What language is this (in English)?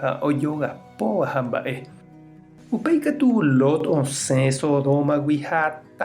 Guarani